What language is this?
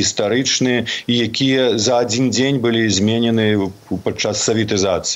Belarusian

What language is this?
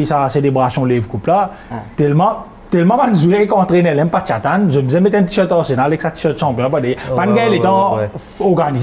Morisyen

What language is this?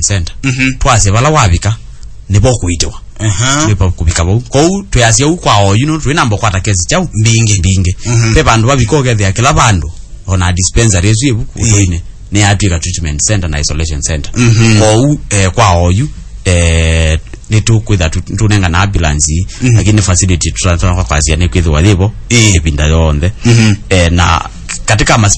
Kamba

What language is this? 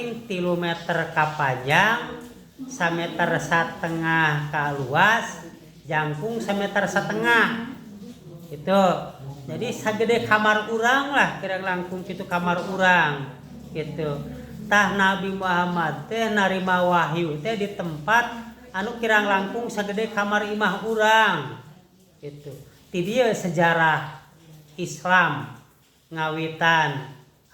Sundanese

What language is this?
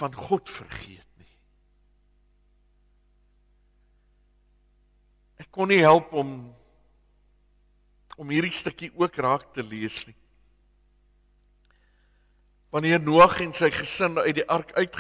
Afrikaans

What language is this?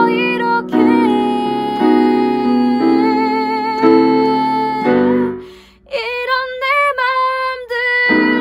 Korean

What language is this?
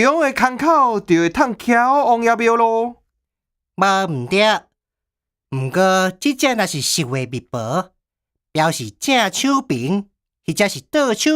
Min Nan Chinese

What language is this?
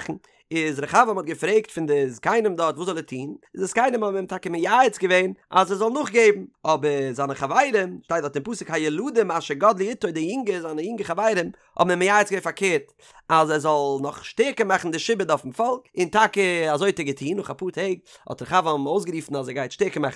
Yiddish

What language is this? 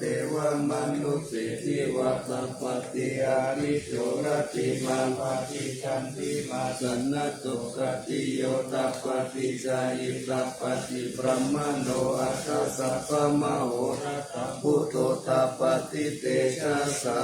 Pali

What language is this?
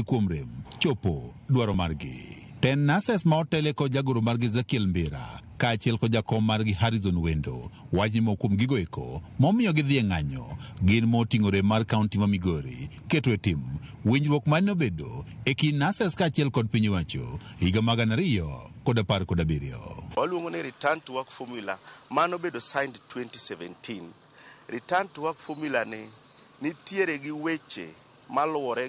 Luo (Kenya and Tanzania)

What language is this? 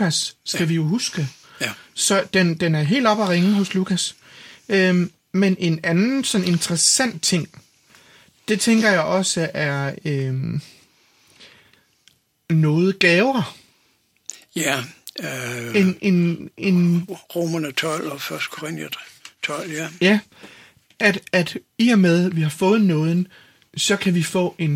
Danish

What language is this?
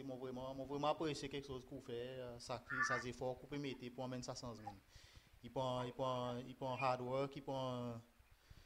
Seselwa Creole French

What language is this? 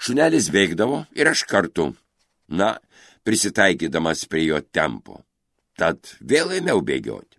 Lithuanian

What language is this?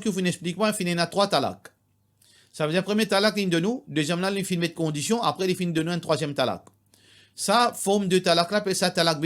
Morisyen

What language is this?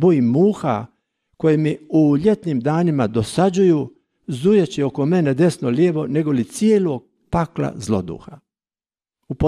Croatian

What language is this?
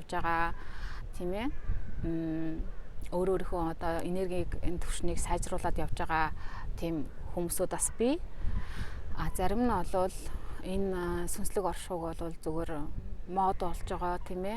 Mongolian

